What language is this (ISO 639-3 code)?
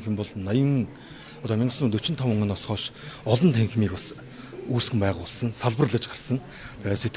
mon